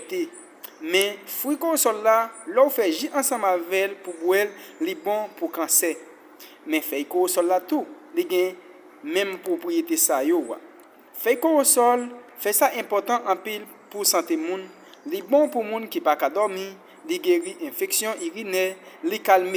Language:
Haitian Creole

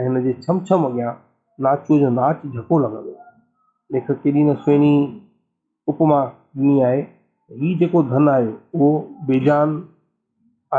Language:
Sindhi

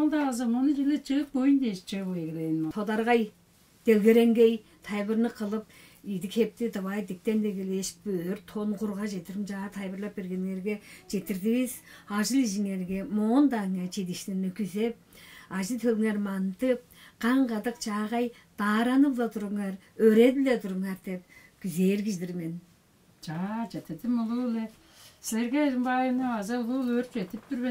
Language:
Tuvinian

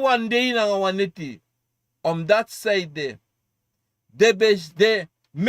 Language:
Sranan Tongo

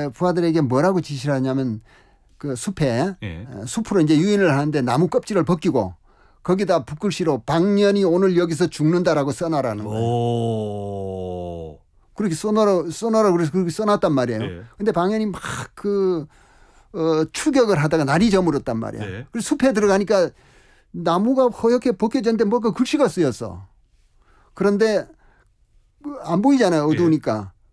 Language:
Korean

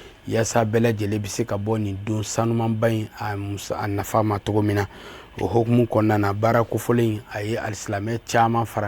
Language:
Bambara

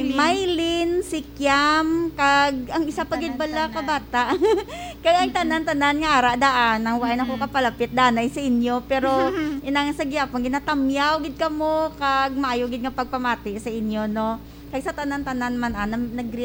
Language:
Hiligaynon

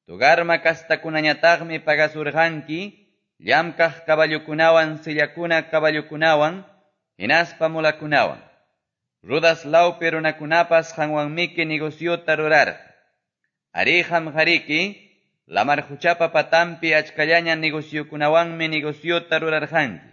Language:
Quechua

